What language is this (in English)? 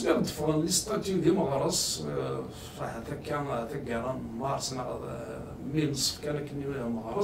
Kabyle